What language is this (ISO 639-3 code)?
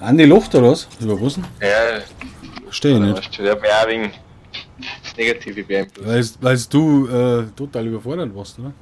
bar